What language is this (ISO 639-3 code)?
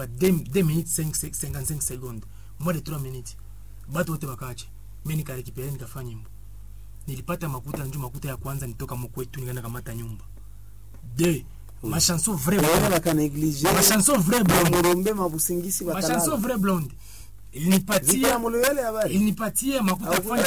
swa